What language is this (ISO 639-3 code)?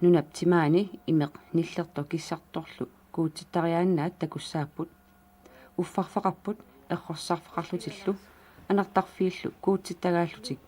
kal